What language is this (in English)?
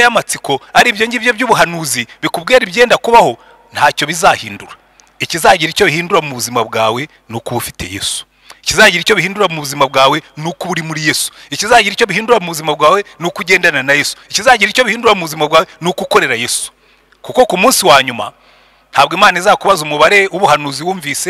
Kinyarwanda